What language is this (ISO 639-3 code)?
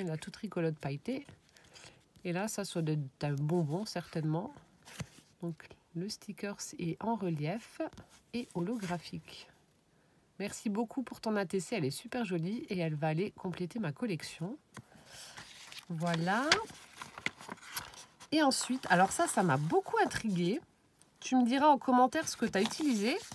fra